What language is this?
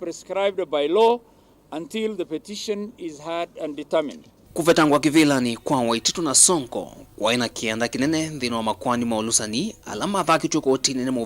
Kamba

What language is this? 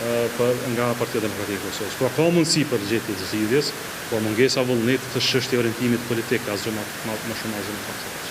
Albanian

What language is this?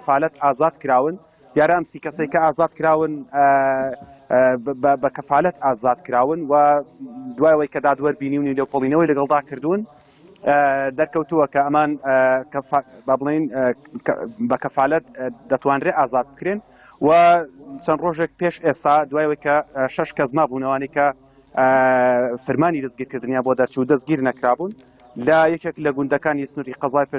Central Kurdish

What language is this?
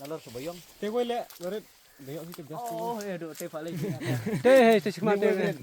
Khasi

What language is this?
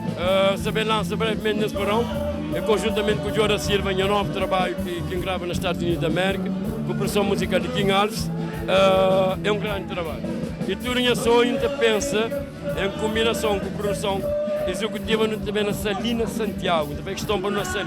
Kabuverdianu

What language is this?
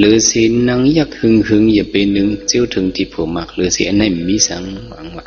Shan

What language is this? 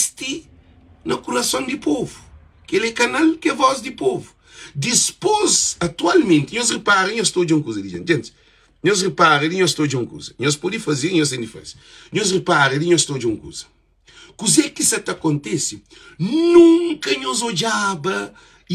Kabuverdianu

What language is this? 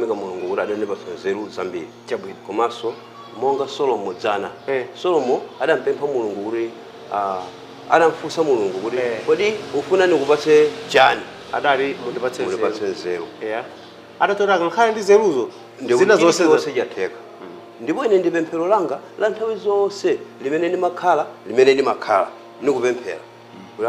Nyanja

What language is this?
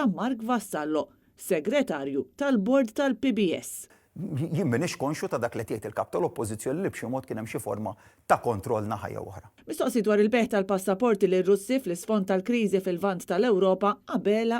Maltese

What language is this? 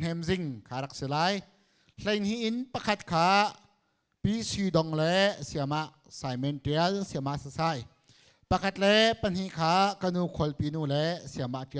Hakha Chin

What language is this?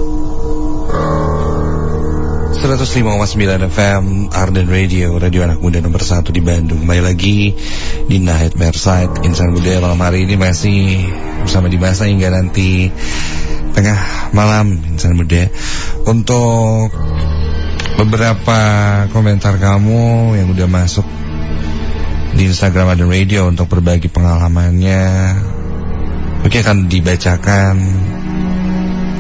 Indonesian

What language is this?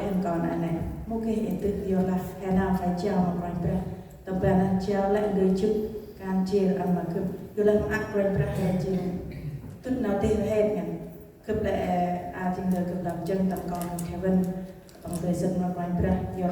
Central Mnong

